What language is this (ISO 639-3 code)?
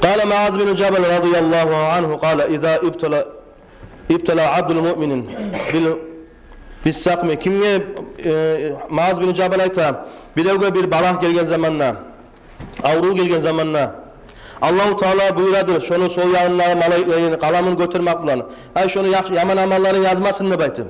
kum